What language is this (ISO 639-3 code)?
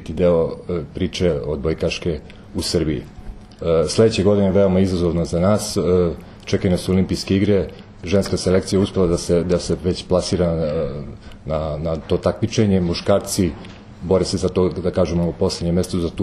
srp